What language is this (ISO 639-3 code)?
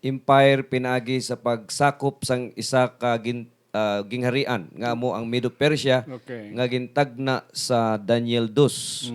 hil